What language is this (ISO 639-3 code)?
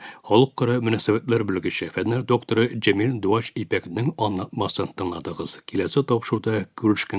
tat